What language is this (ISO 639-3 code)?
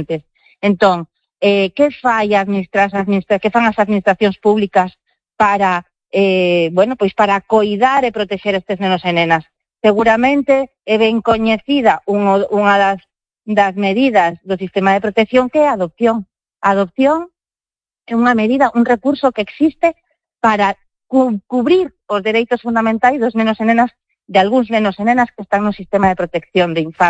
glg